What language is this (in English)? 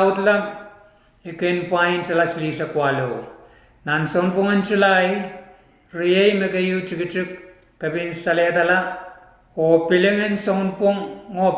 Pohnpeian